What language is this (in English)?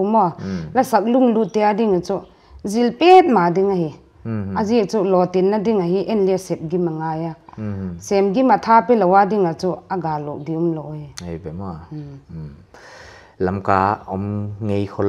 Paite Chin